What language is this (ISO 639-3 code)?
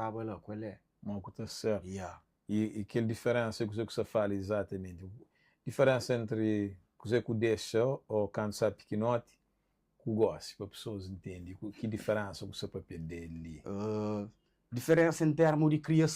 kea